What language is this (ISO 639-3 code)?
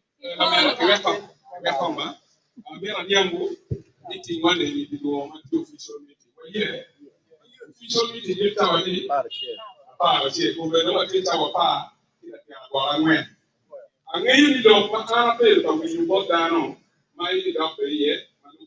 ach